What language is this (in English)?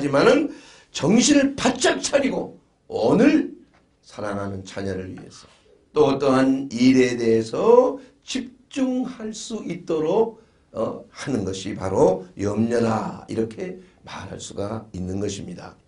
Korean